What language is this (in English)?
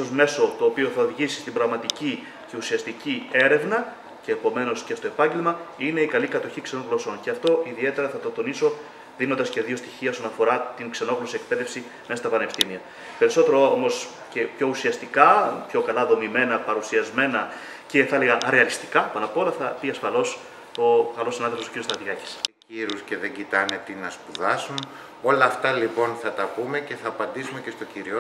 Greek